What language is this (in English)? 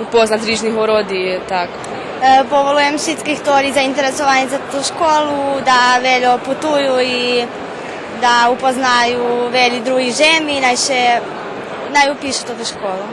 Rusyn